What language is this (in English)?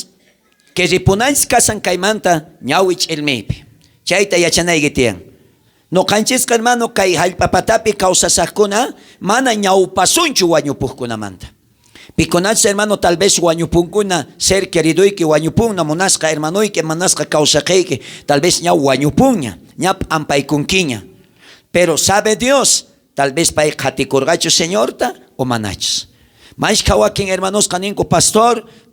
South Bolivian Quechua